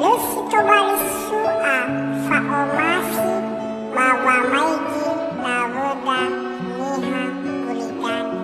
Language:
Nias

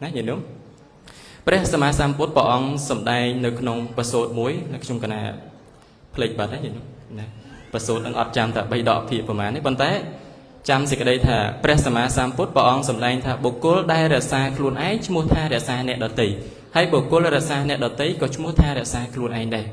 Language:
Khmer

